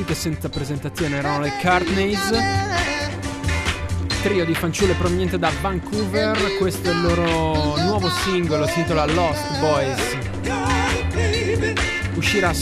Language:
Italian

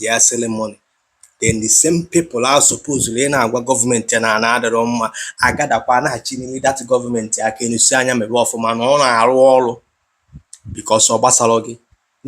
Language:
Igbo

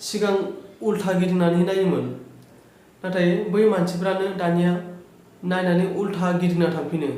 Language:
Bodo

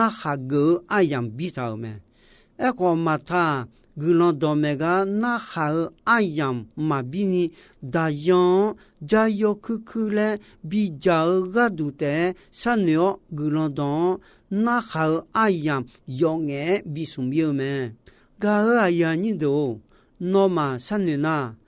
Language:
Akha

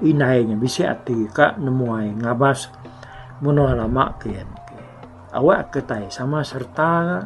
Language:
Iban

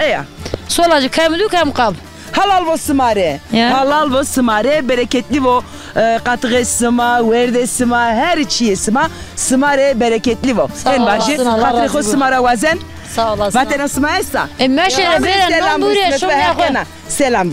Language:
Zaza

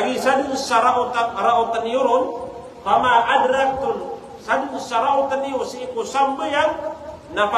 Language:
Maranao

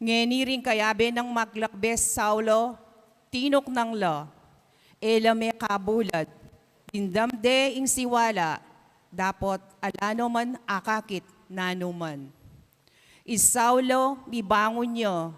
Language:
Pampanga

